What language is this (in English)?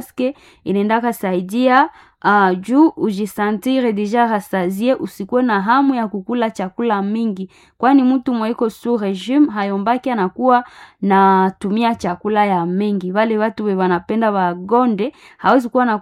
Swahili